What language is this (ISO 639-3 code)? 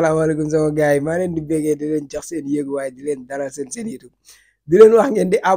wol